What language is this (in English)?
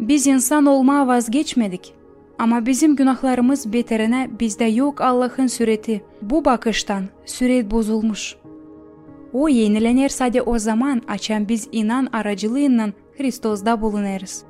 Gagauz